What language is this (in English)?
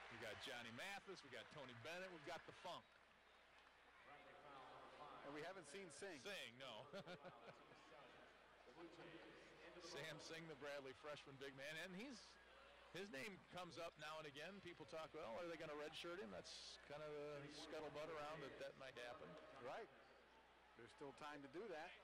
English